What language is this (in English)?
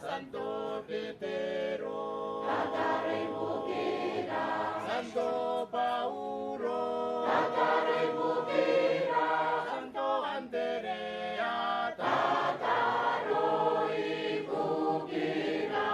Gilbertese